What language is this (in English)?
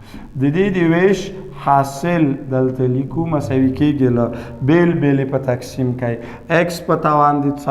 Pashto